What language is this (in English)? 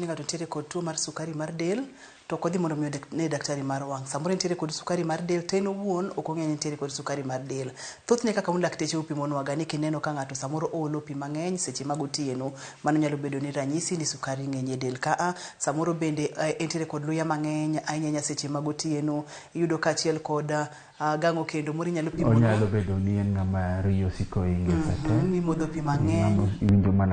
Luo (Kenya and Tanzania)